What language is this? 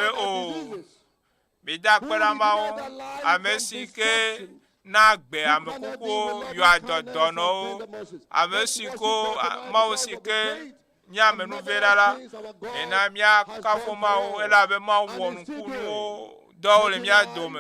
Ewe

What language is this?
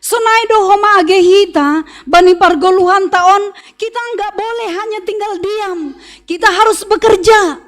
Batak Simalungun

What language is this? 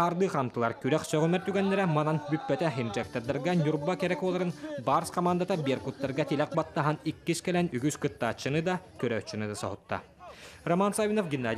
Yakut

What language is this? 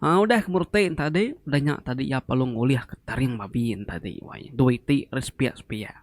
Iban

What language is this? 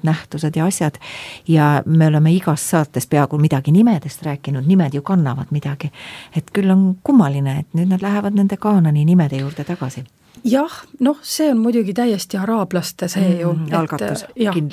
Estonian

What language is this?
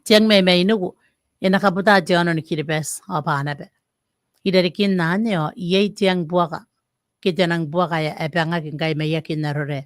Gilbertese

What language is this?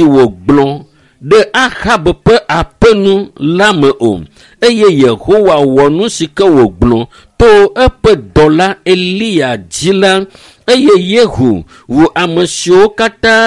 Ewe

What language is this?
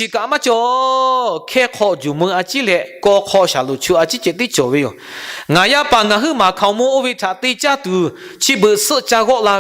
Lahu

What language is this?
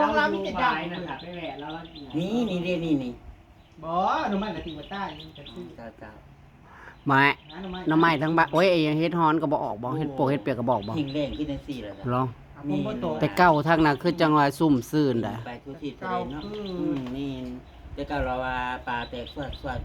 Northeastern Thai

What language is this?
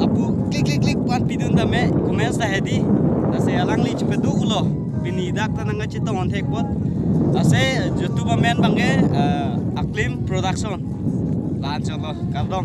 Karbi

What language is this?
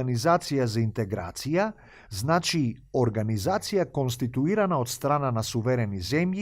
Macedonian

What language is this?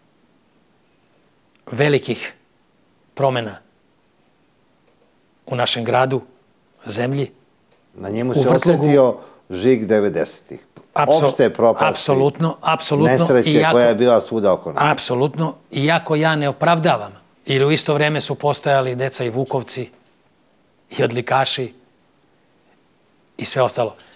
Serbian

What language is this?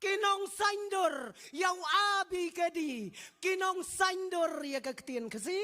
Khasi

